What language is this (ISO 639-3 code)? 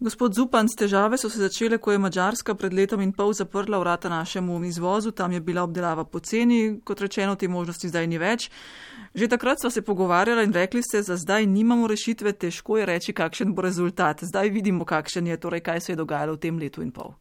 slv